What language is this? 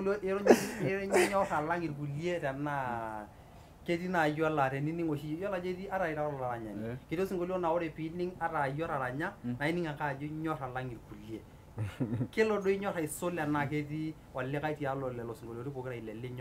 Masai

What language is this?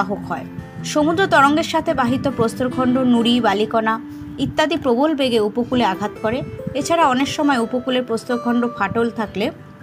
Bangla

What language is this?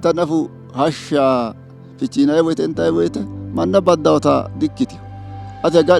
Sidamo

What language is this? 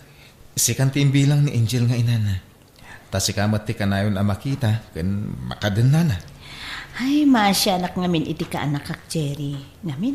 Iloko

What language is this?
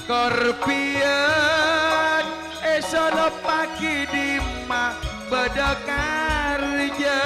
Madurese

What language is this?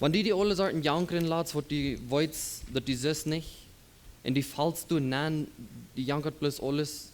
Plautdietsch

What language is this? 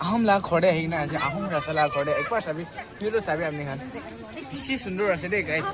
Naga Pidgin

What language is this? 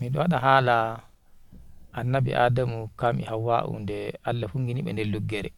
Nigerian Fulfulde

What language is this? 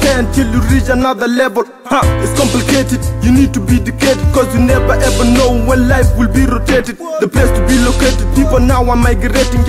English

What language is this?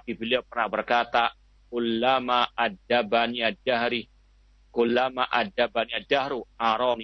Indonesian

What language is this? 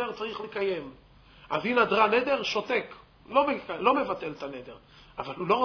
Hebrew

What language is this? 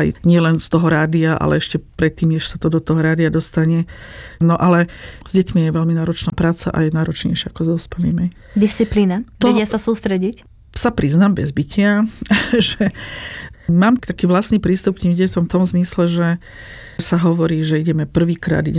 Slovak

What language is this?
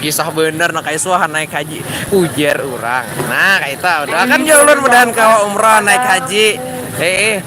Banjar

